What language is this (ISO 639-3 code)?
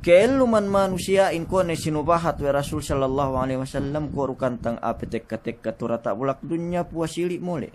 yka